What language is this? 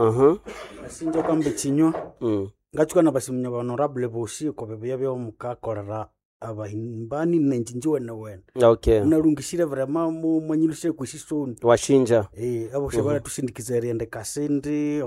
Nande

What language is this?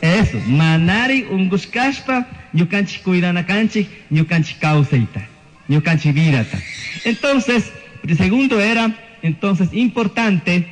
Chimborazo Highland Quichua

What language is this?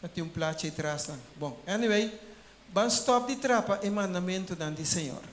Papiamento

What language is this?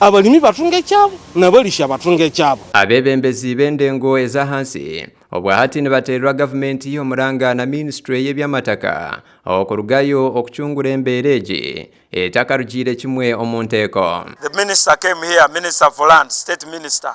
Nyankole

